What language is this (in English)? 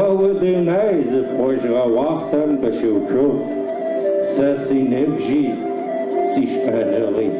Adyghe